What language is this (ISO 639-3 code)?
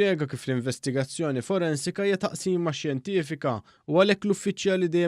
mlt